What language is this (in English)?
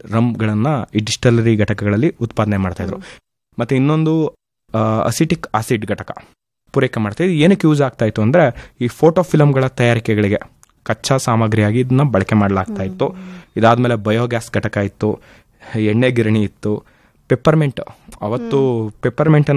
Kannada